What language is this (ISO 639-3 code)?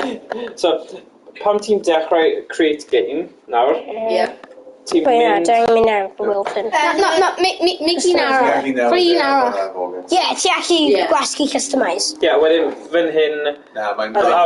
cym